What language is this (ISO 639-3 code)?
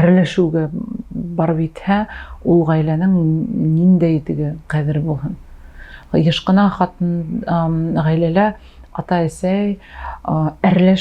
bak